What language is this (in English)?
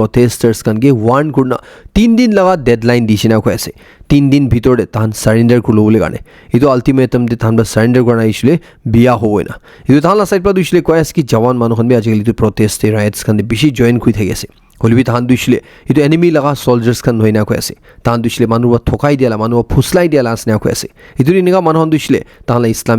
Naga Pidgin